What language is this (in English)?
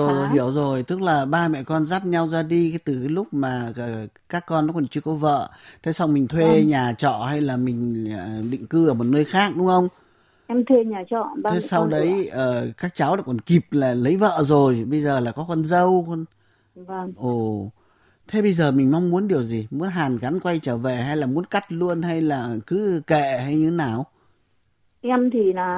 Vietnamese